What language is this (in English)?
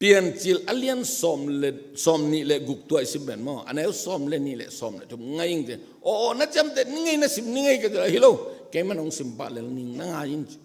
Tedim Chin